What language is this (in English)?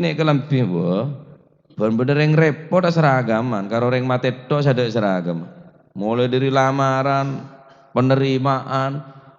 Madurese